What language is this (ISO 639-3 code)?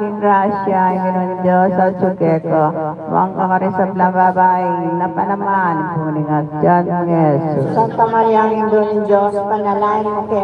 pam